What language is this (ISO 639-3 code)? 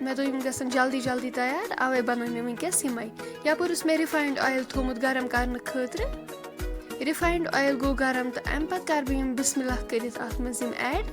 kas